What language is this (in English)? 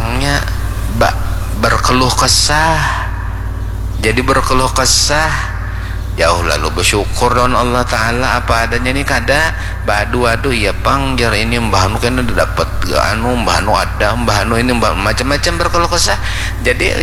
Banjar